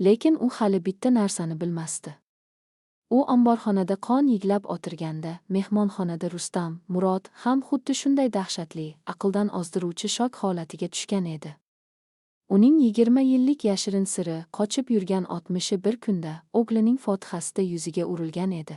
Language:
Uzbek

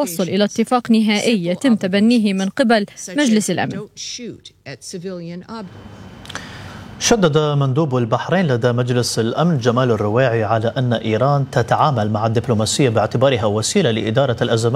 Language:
Arabic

